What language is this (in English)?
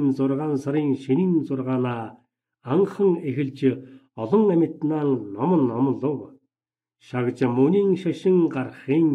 Mongolian